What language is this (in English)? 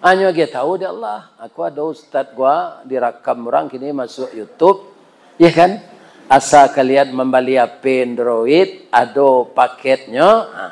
Minangkabau